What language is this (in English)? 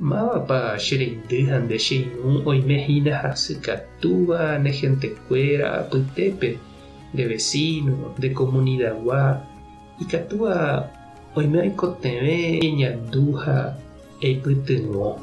Guarani